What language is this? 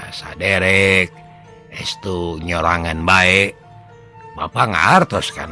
Sundanese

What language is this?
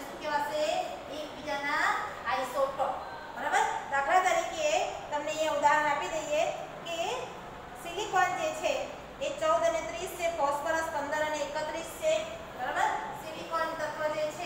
Gujarati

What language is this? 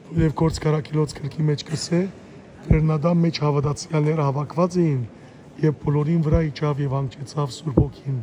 Western Armenian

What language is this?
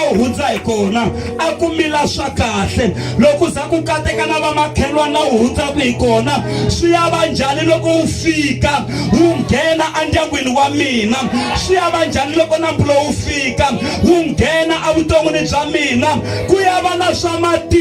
Tsonga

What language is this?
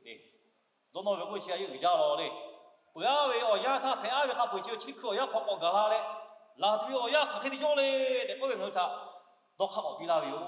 Lahu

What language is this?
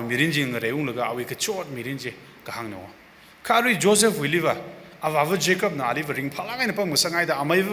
Tangkhul Naga (India)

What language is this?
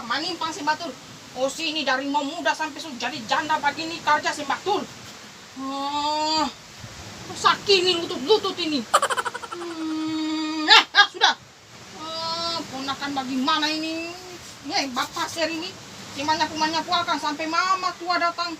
Ambonese Malay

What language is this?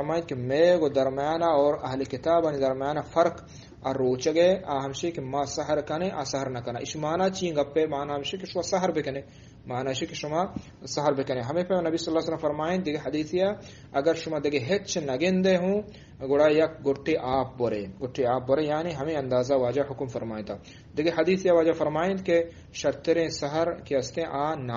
Eastern Balochi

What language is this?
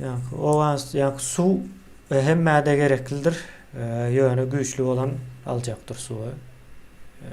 Turkmen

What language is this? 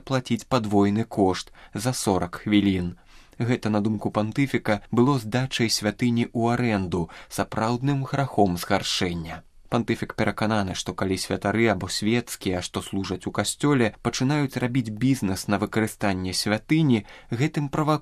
Belarusian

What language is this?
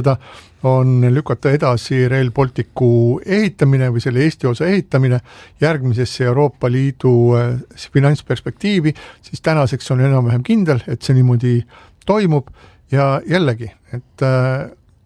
Estonian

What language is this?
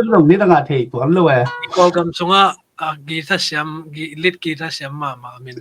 Tedim Chin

